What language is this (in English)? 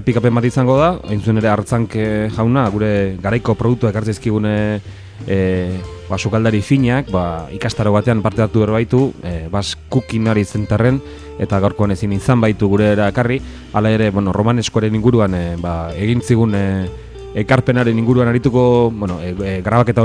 Basque